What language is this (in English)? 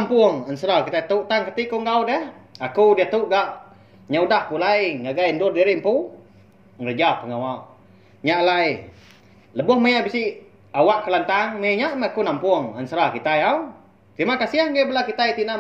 Iban